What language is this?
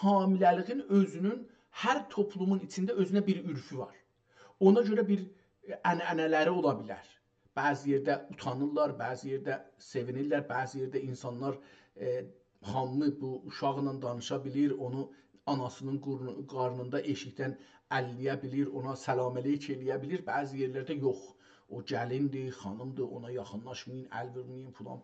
South Azerbaijani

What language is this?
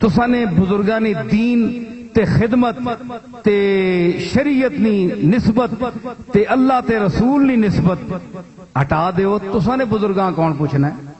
Saraiki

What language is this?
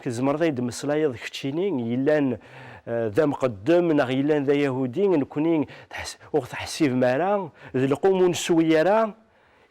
Kabyle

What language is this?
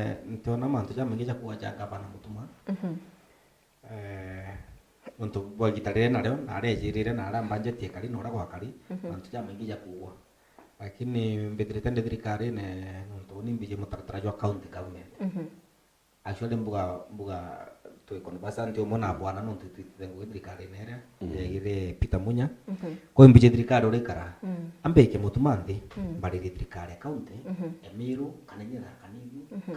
Meru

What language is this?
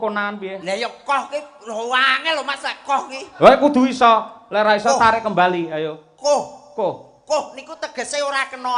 Javanese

